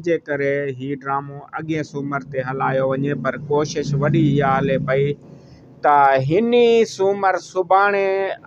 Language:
Sindhi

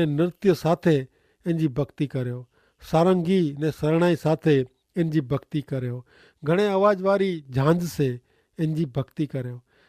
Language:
Kachhi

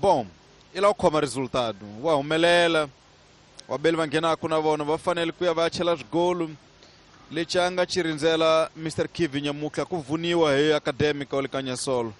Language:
Tsonga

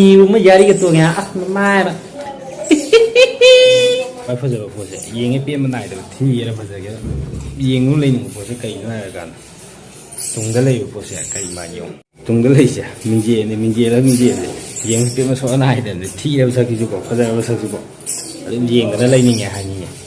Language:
Manipuri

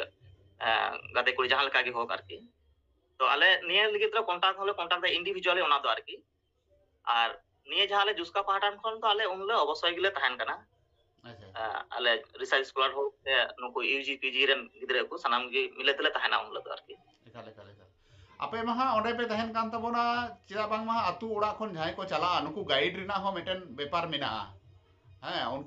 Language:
Santali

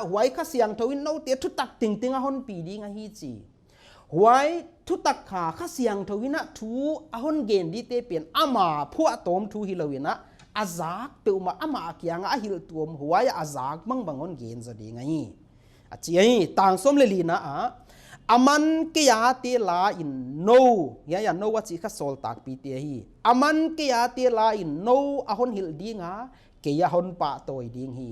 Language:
Paite Chin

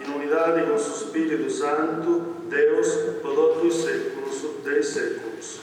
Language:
Sardinian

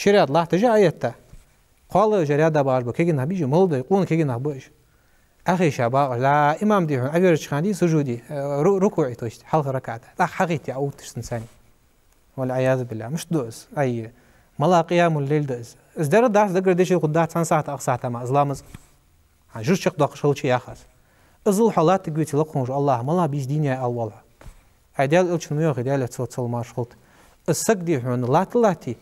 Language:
Ingush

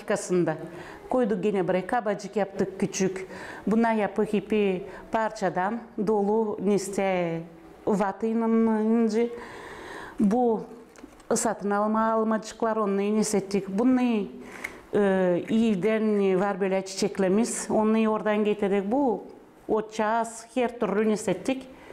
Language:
Gagauz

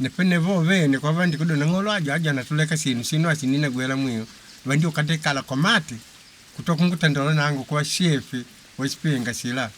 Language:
Makonde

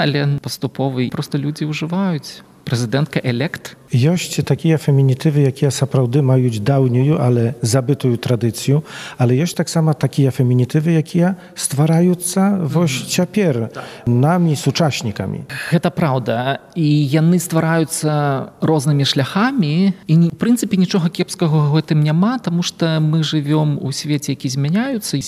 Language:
Belarusian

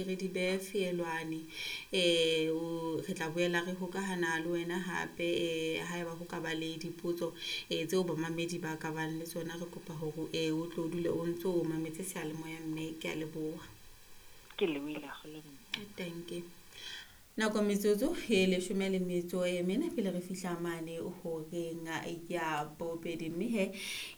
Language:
Southern Sotho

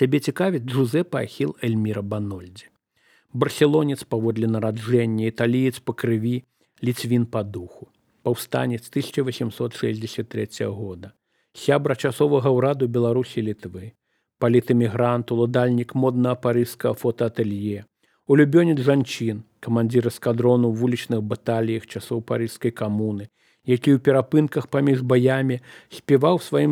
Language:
Belarusian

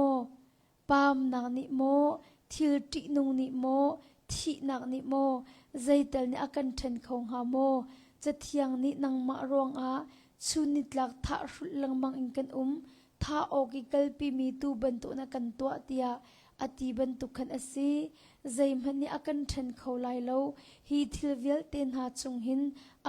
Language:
Hakha Chin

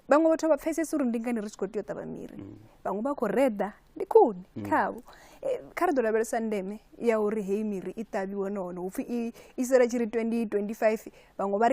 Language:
Venda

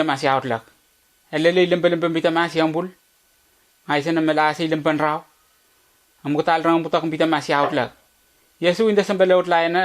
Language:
Letemboi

